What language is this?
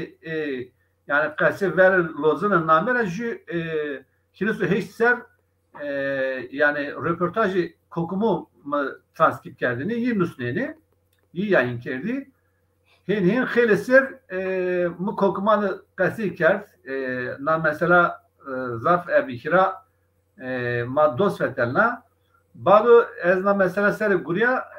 Zaza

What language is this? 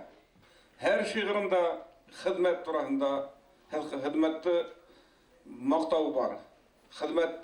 Bashkir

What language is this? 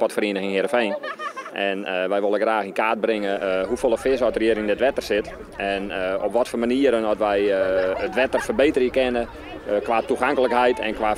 Western Frisian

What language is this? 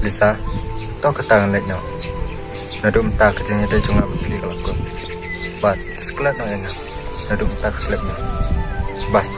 Khasi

